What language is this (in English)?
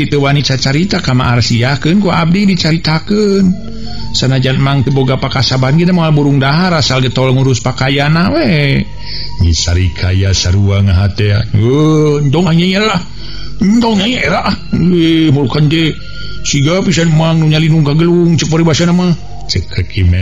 Sundanese